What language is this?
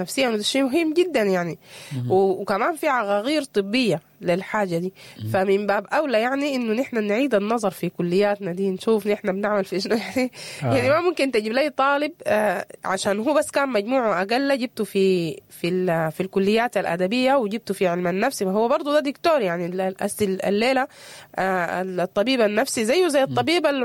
Sudanese Arabic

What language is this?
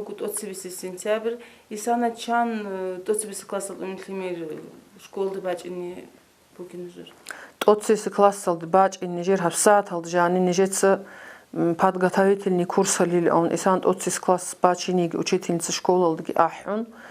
Avaric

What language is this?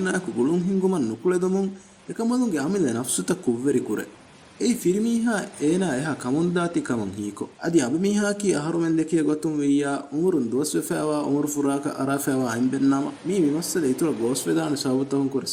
Divehi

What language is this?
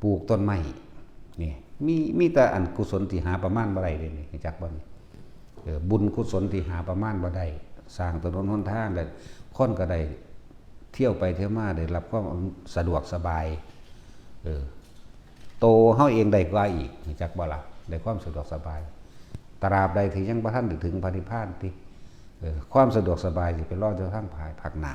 Lao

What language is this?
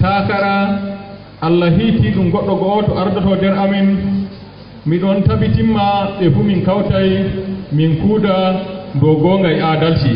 Fula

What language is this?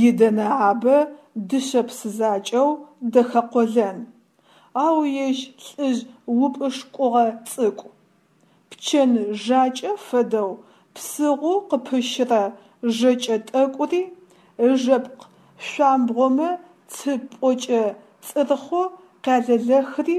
Adyghe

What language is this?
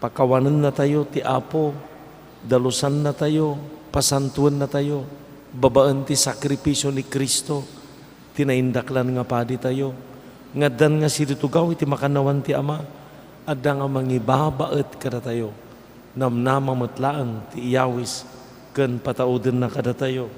Iloko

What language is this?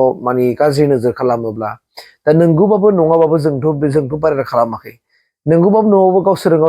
Bodo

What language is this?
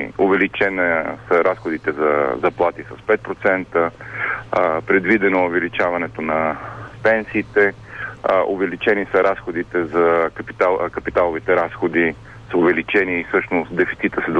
Bulgarian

